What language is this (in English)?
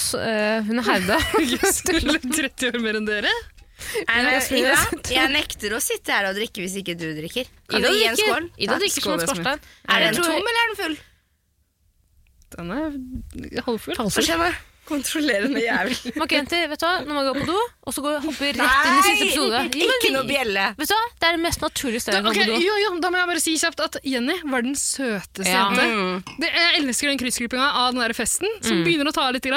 Norwegian